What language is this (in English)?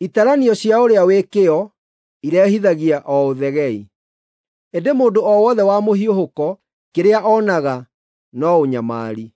Kikuyu